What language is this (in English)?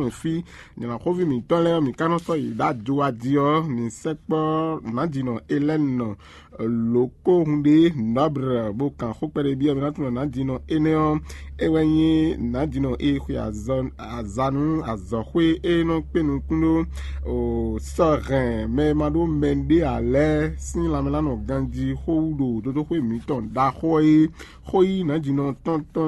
Fon